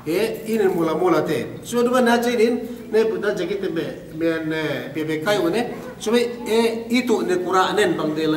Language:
Yakan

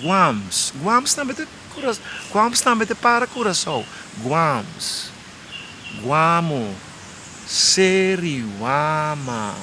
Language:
Papiamento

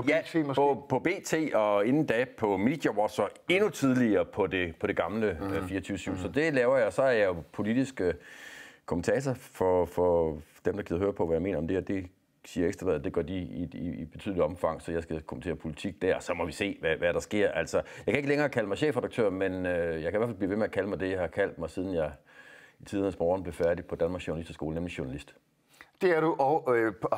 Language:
Danish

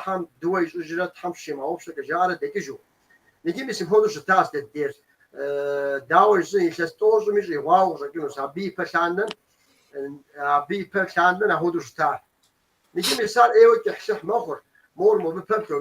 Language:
Kabardian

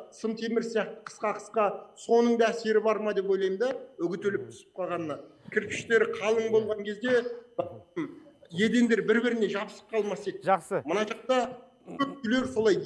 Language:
Kazakh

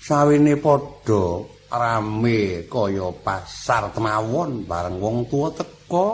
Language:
Javanese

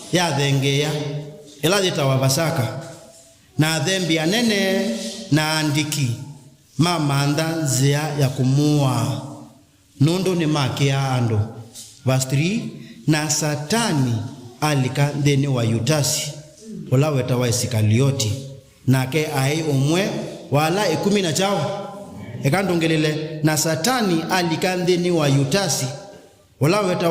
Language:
Kamba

